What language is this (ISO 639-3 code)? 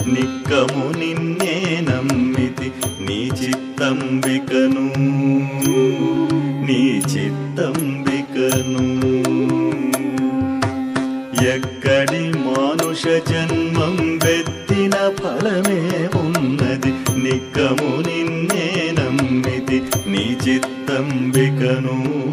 tel